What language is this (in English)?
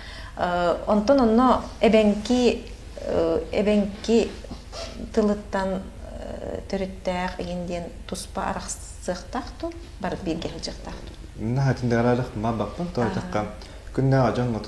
Yakut